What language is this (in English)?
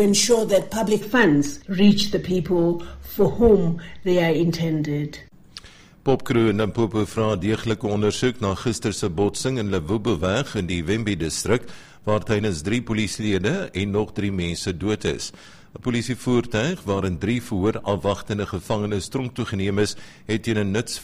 Afrikaans